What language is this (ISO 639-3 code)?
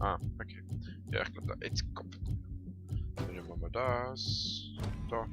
gsw